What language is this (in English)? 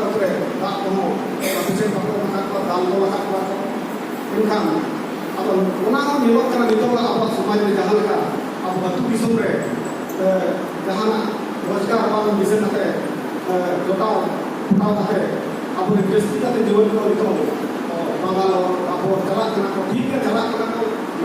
Santali